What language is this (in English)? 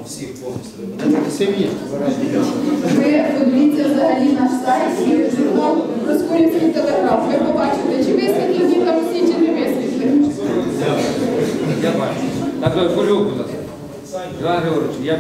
Ukrainian